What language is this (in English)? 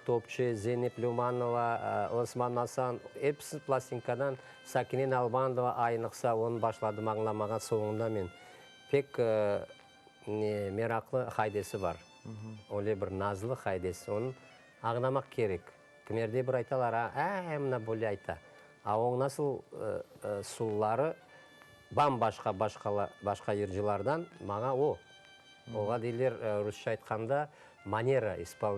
Crimean Tatar